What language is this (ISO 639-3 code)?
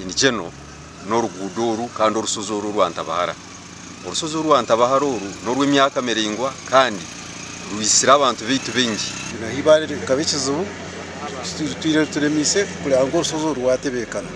nyn